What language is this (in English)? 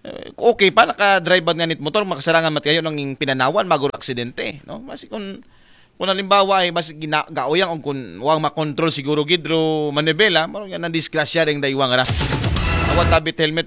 Aklanon